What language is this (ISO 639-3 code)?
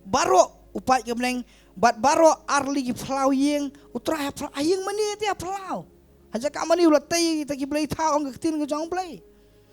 kha